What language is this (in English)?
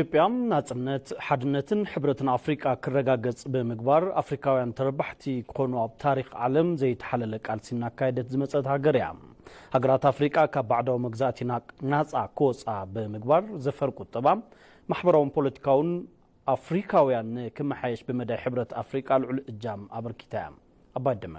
Tigrinya